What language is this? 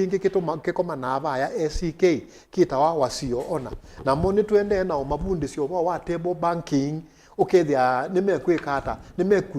Kamba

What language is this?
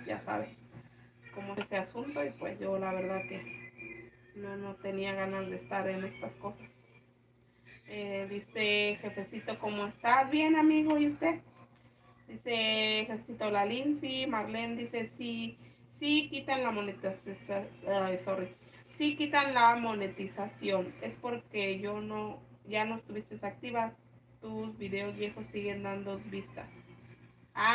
Spanish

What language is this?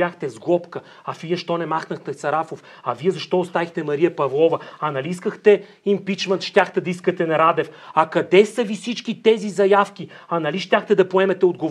Bulgarian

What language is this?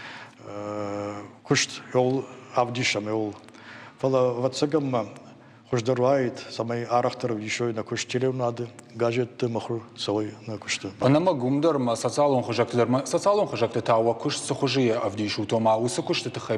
Ossetic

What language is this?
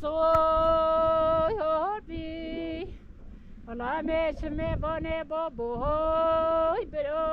Kurdish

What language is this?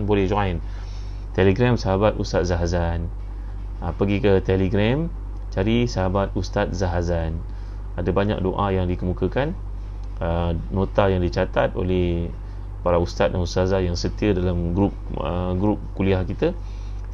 Malay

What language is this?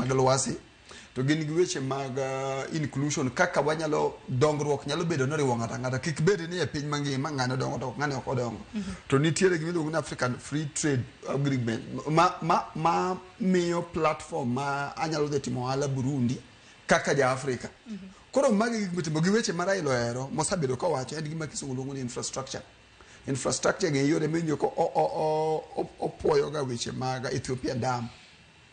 Luo (Kenya and Tanzania)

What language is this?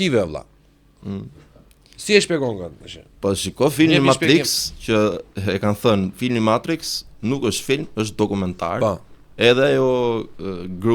Albanian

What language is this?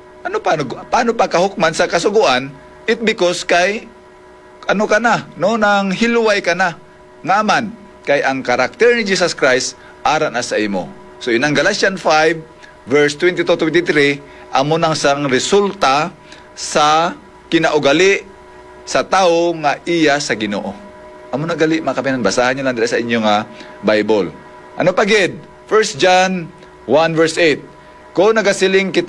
Hiligaynon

